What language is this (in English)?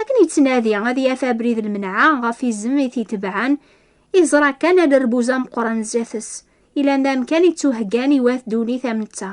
Kabyle